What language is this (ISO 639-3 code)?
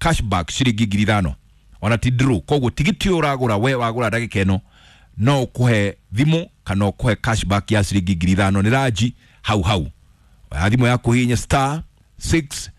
kik